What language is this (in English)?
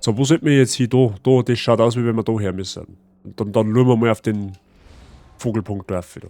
Bavarian